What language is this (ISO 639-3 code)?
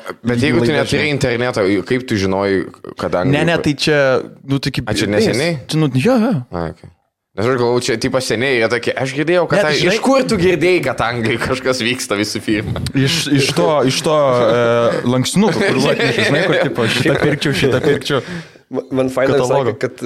lit